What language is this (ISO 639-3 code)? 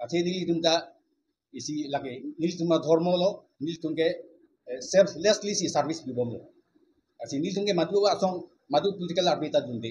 mjw